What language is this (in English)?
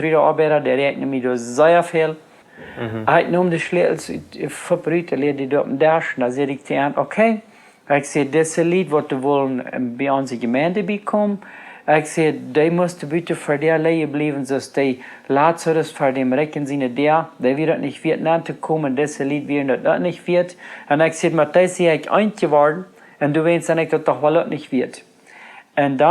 Plautdietsch